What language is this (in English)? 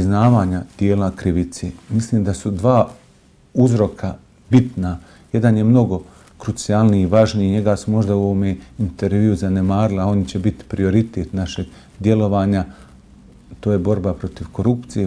Bosnian